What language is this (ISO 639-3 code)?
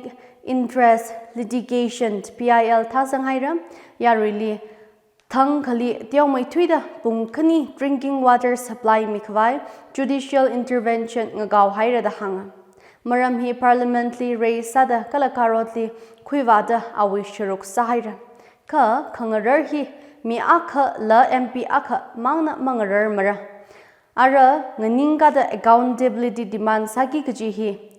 nmf